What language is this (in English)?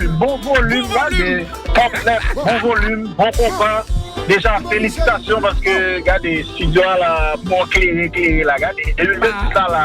Haitian Creole